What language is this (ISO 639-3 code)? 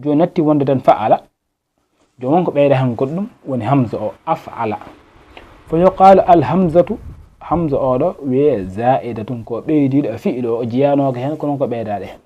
ful